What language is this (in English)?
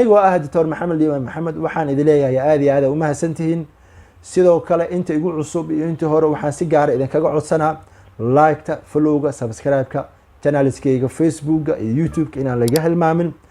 Somali